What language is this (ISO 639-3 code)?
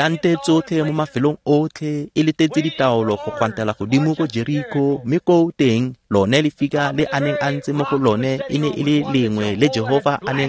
tsn